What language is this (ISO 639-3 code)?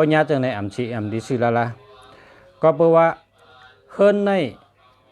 shn